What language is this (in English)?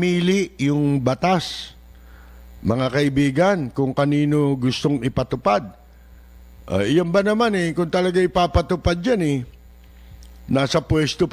Filipino